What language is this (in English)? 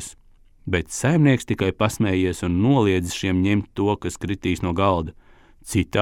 Latvian